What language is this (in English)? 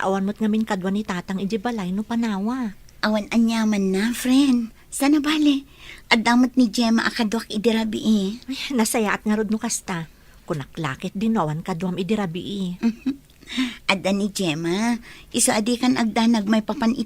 Iloko